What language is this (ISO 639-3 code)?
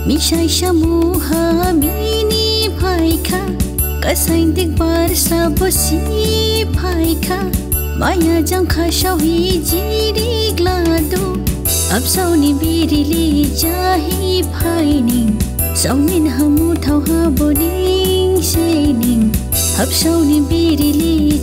dis